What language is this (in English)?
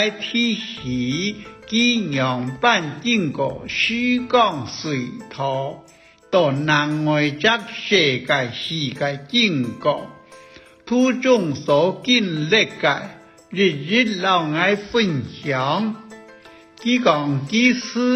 Hakka Chinese